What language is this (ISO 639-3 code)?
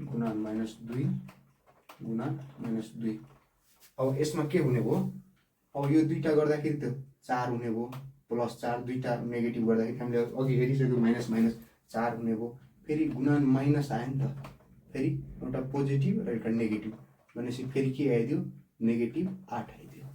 nep